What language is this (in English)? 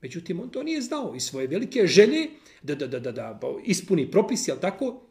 Bosnian